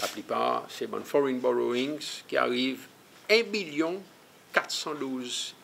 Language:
Seselwa Creole French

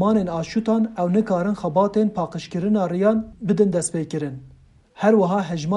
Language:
Kurdish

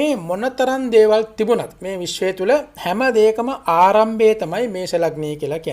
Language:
Sinhala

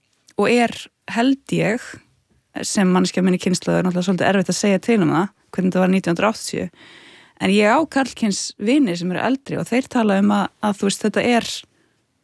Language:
Icelandic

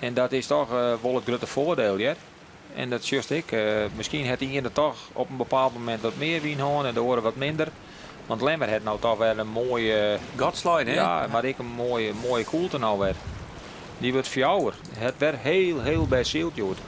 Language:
Western Frisian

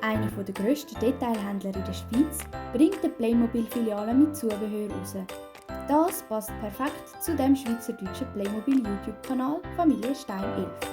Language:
Swiss German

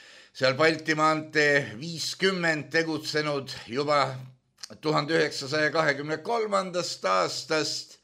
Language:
Estonian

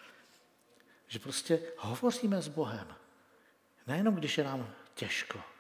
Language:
Czech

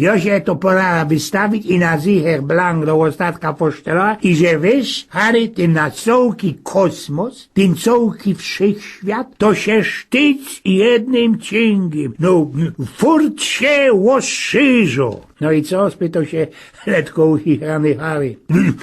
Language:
Silesian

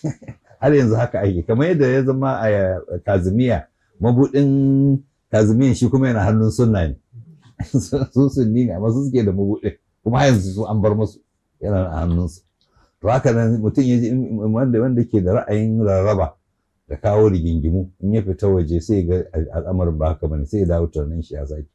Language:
Hausa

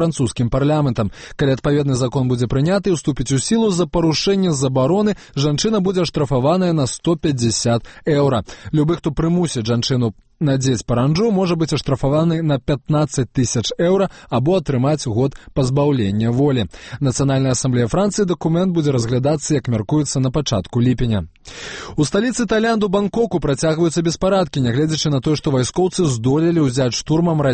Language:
Belarusian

